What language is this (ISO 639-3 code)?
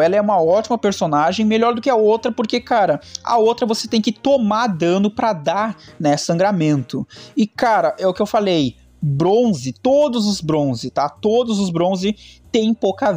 por